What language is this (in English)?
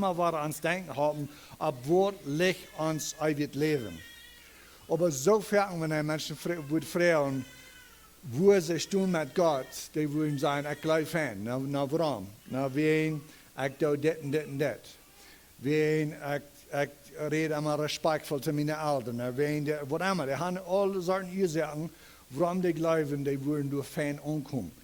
Plautdietsch